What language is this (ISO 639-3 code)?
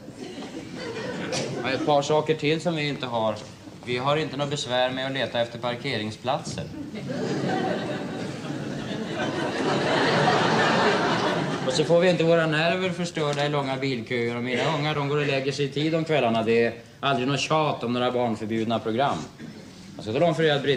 swe